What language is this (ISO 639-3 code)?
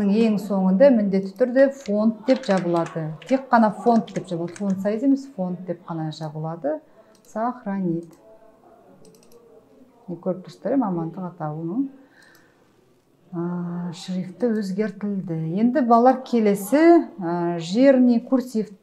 kaz